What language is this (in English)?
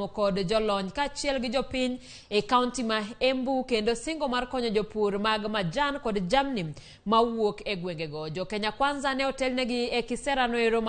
Luo (Kenya and Tanzania)